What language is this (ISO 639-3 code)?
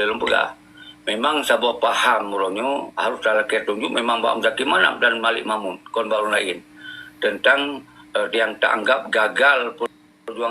ace